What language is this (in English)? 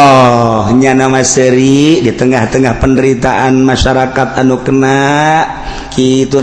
Sundanese